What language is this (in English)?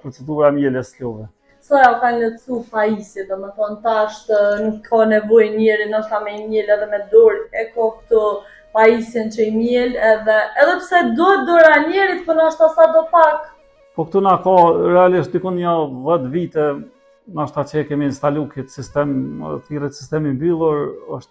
Albanian